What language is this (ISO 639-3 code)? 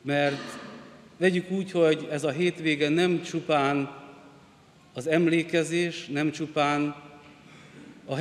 hun